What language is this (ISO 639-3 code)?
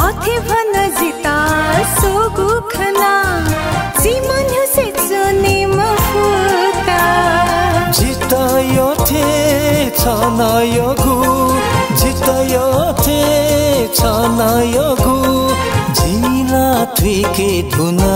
new